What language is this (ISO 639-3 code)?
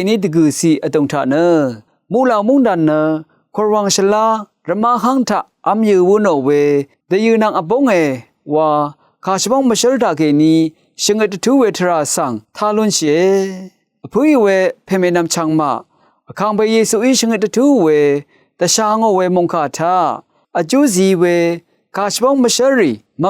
raw